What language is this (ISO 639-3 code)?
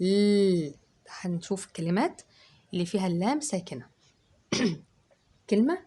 arz